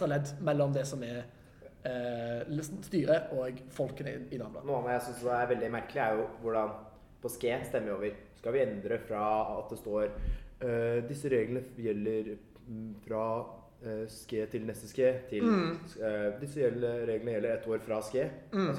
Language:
Norwegian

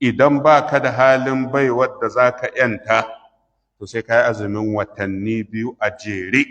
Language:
Hausa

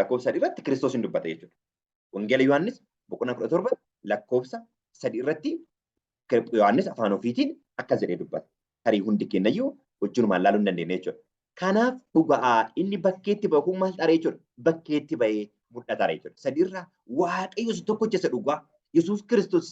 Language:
Oromo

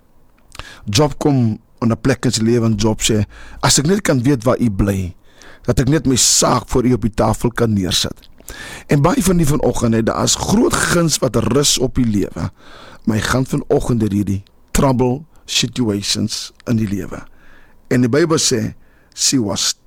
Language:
Afrikaans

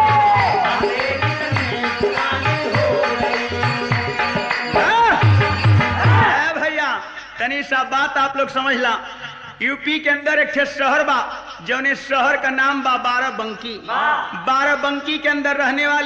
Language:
Bhojpuri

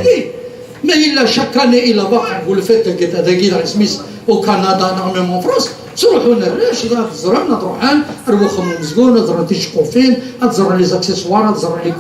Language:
Kabyle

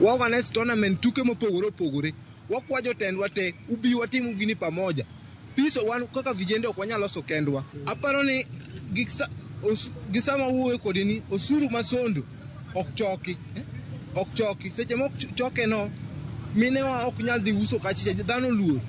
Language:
Luo (Kenya and Tanzania)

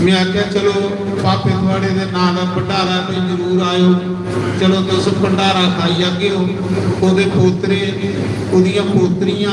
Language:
Dogri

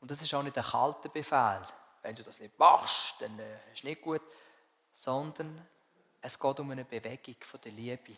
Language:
Swiss German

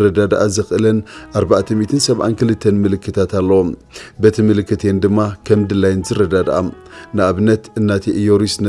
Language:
Tigrinya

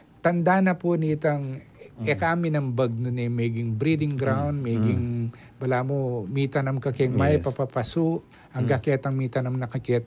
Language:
Pampanga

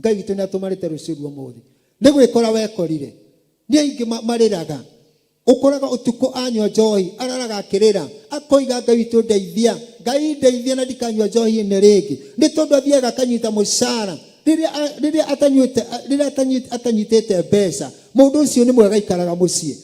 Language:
Kikuyu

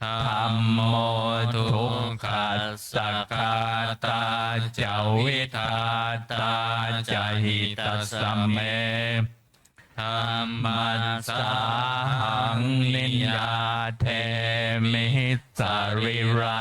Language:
Pali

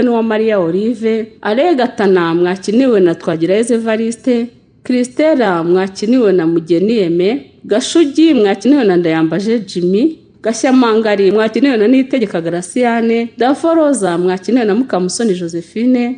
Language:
Kinyarwanda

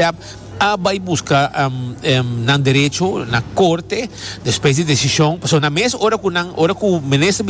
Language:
Papiamento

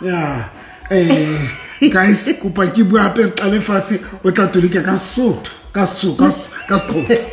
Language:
Southern Sotho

